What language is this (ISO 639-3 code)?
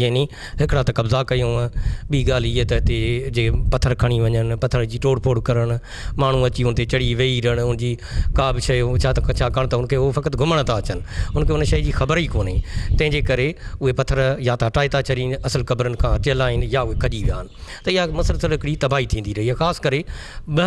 snd